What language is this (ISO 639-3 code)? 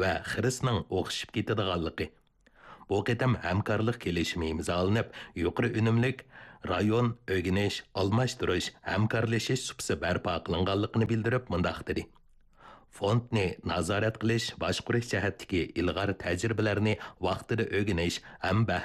uig